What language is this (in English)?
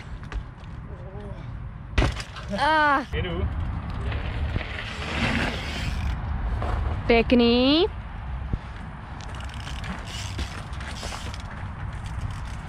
Czech